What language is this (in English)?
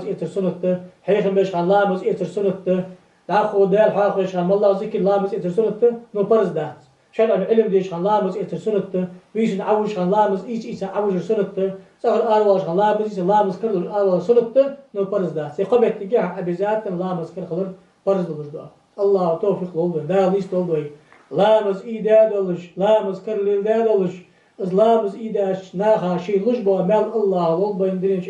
Ingush